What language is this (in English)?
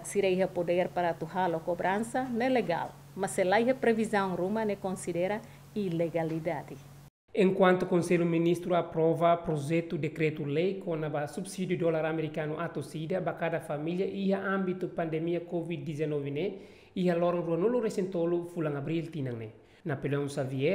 Tetum